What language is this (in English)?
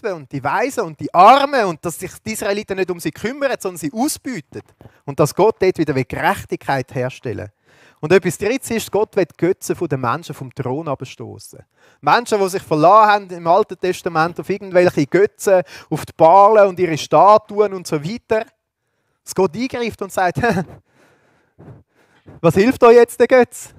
Swiss German